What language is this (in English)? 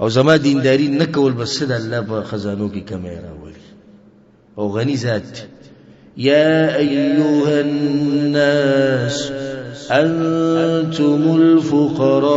Pashto